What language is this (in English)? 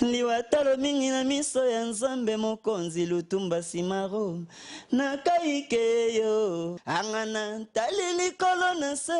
Lingala